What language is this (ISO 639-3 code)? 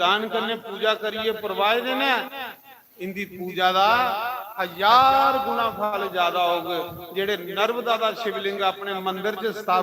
doi